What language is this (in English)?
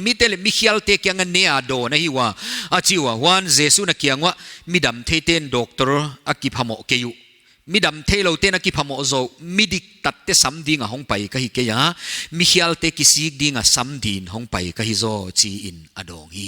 Paite Chin